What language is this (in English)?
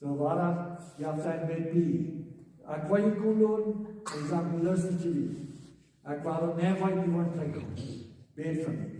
Plautdietsch